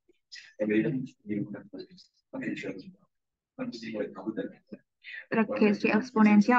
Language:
Indonesian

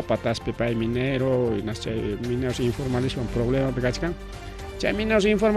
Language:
Ayacucho Quechua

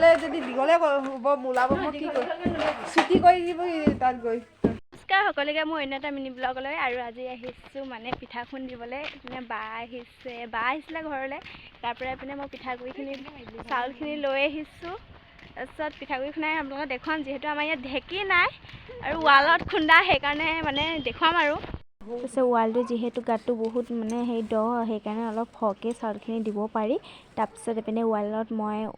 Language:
Assamese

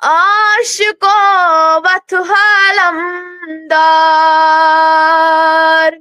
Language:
Kashmiri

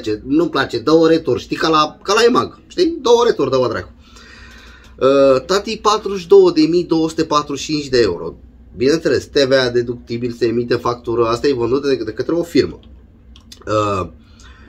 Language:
Romanian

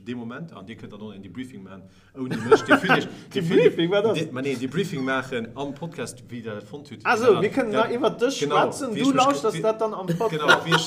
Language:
Luxembourgish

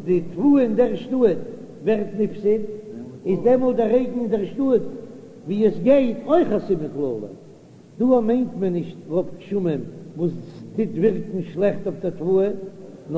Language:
Yiddish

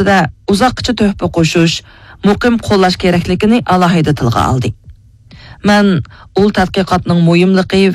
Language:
Uyghur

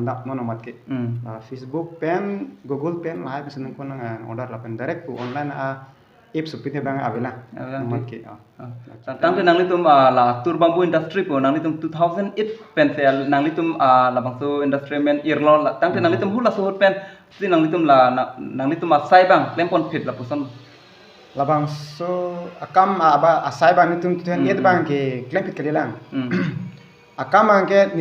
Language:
Karbi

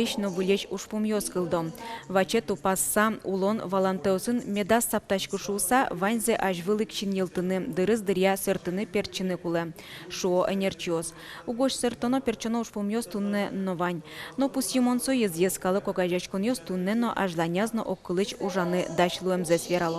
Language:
Udmurt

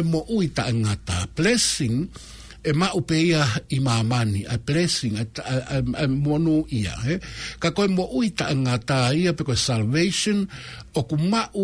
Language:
Tongan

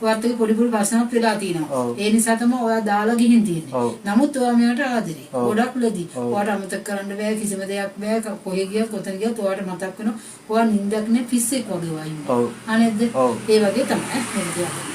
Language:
Sinhala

